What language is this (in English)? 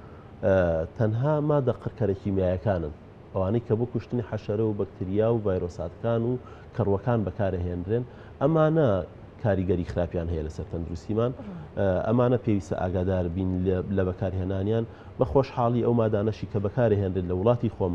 Central Kurdish